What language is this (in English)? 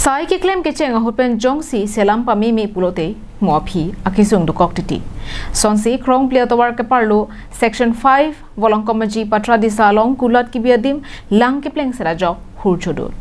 Karbi